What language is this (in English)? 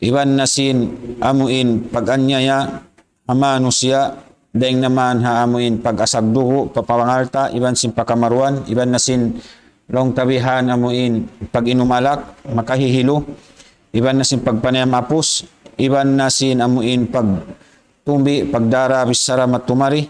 Tausug